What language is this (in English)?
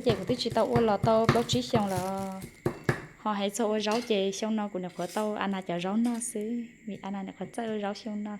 Hmong